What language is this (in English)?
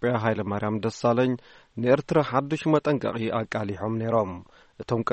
Tigrinya